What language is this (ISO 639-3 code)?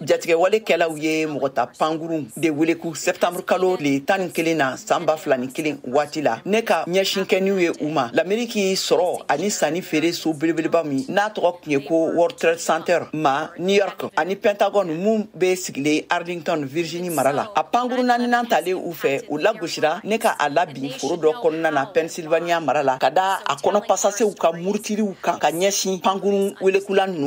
bam